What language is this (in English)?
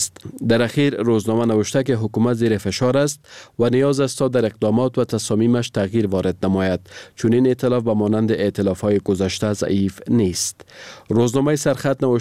Persian